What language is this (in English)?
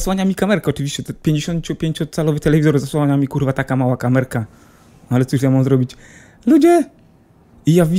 Polish